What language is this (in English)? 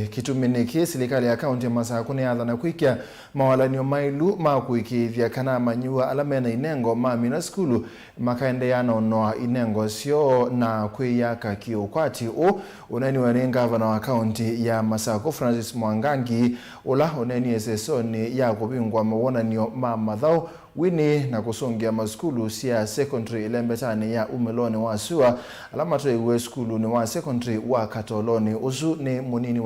Kamba